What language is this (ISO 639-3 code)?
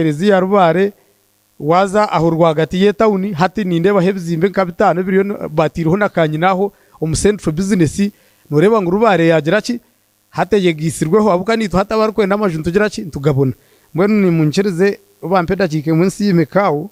nyn